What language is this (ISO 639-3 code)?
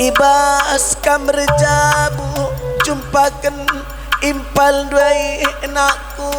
btx